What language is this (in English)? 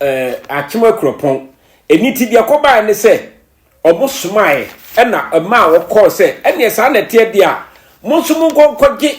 Akan